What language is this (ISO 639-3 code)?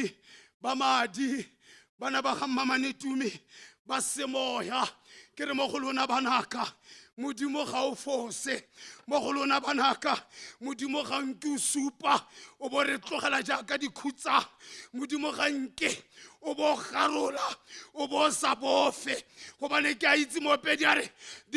tsn